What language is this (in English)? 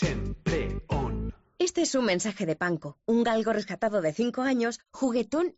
Galician